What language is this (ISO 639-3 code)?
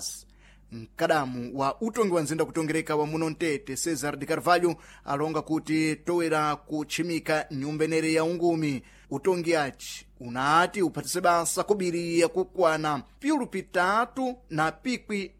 seh